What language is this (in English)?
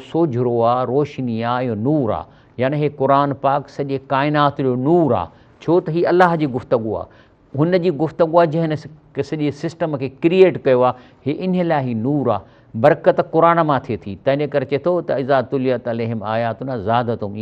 Sindhi